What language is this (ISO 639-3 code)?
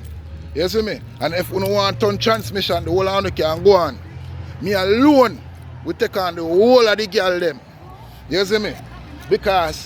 jam